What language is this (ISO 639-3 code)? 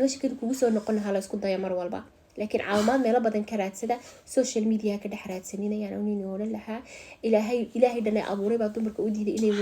som